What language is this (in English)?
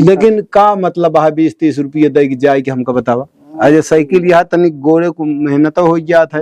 Awadhi